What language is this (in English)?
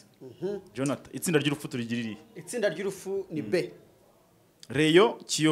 Kinyarwanda